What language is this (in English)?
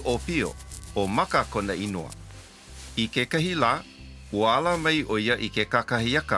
Hawaiian